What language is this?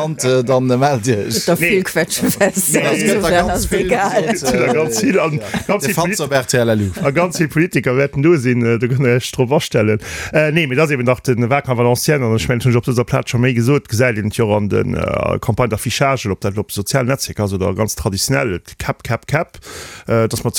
Luxembourgish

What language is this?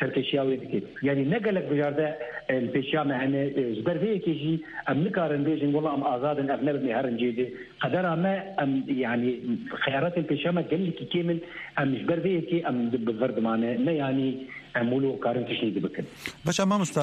Kurdish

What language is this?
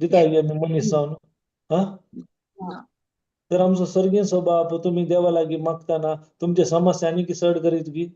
Konkani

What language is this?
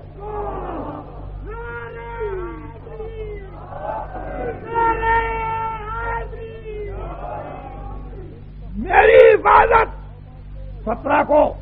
Urdu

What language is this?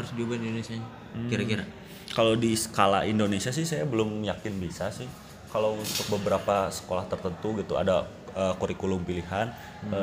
Indonesian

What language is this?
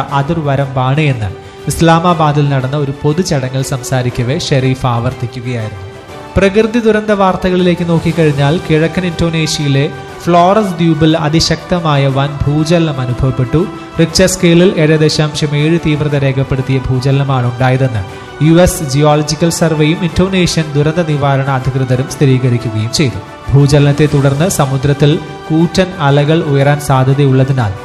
Malayalam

